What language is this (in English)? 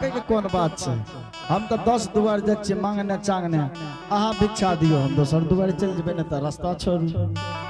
Angika